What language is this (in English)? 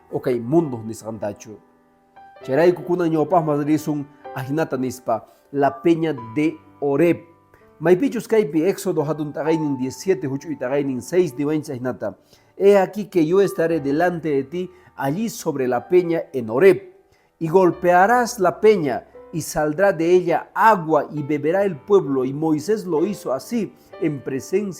Quechua